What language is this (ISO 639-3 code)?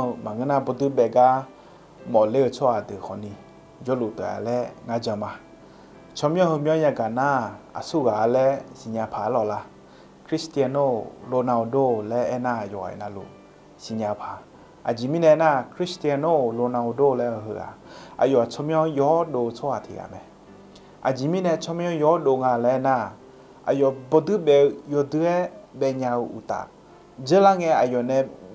ahk